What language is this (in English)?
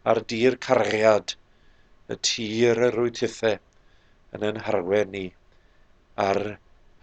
Welsh